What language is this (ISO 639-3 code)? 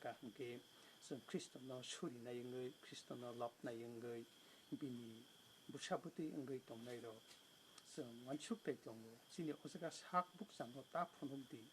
trp